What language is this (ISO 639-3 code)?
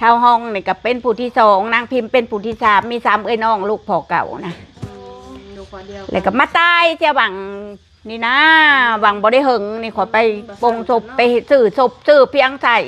lao